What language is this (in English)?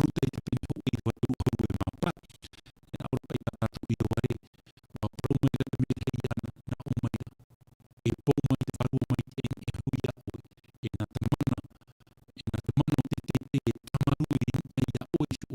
Tahitian